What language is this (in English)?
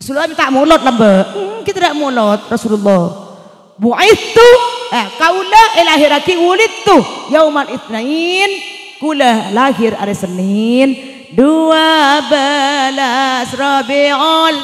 Madurese